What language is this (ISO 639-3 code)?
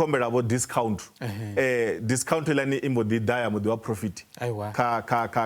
ven